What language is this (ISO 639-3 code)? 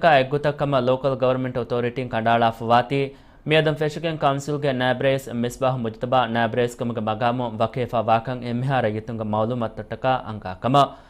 div